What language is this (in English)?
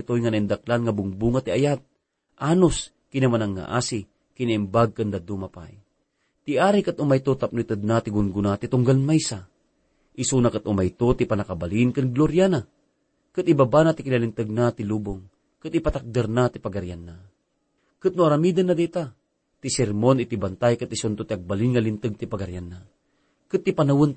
Iloko